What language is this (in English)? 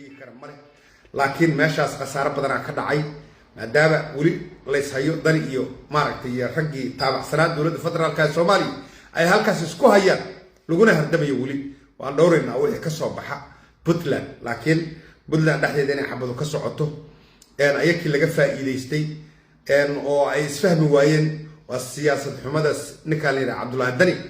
Somali